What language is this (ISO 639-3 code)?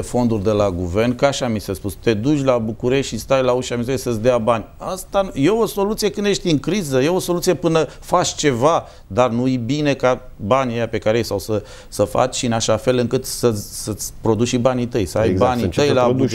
ron